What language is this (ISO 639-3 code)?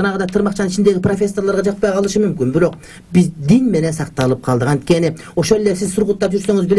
kir